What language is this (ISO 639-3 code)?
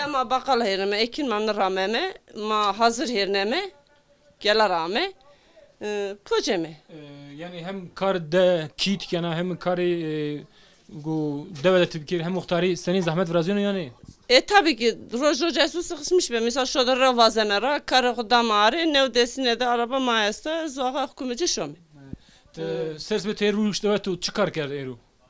zza